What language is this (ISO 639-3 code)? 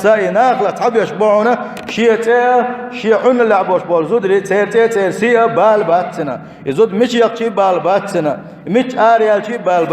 che